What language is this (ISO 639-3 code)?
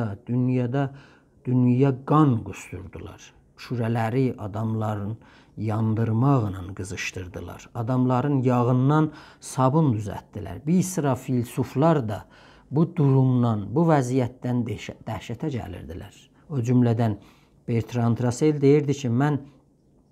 azb